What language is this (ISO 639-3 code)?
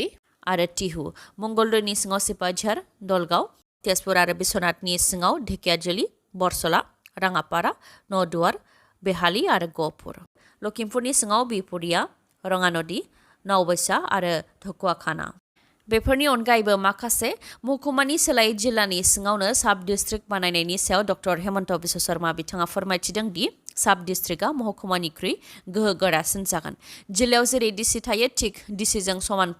brx